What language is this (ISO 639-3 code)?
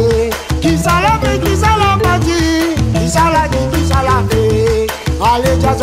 rcf